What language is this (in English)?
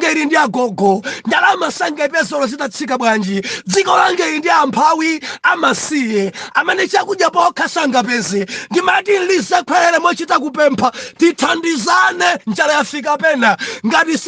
Nyanja